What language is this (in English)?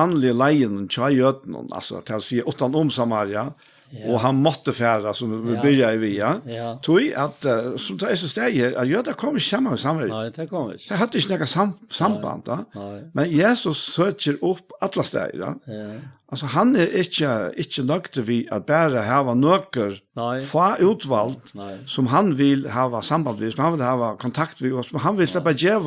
Faroese